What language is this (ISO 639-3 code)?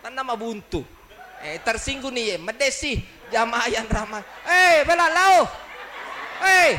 bug